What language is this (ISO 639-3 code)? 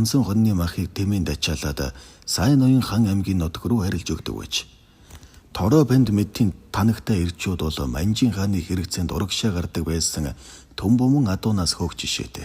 mon